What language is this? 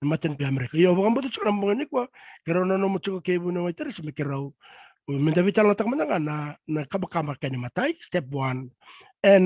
Fijian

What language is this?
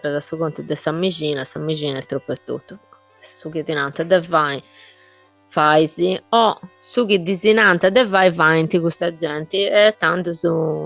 Sardinian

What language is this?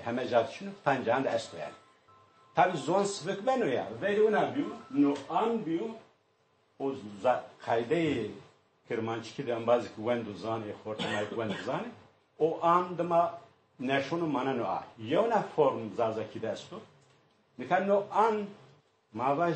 Zaza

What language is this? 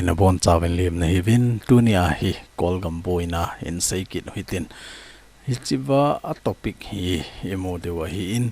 Thado Chin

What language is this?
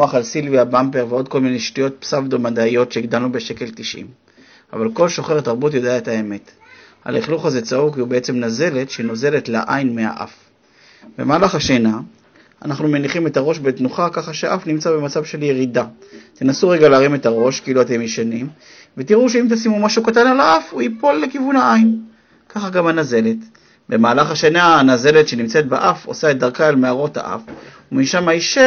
Hebrew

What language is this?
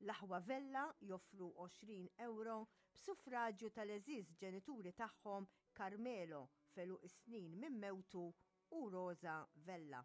Maltese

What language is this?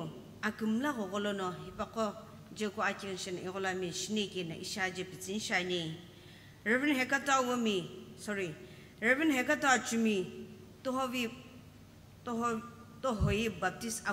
Sumi Naga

